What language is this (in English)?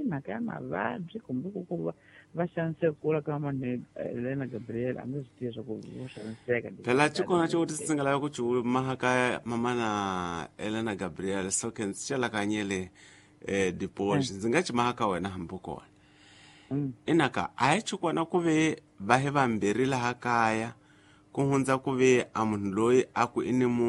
Tsonga